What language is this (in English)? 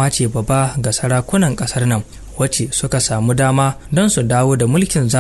Hausa